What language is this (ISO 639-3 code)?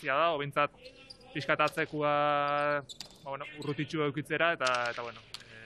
eus